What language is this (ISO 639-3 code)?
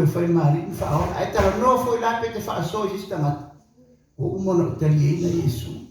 smo